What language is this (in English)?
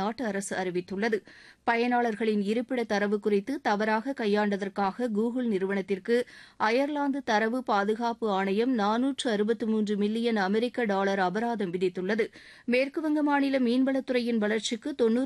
Tamil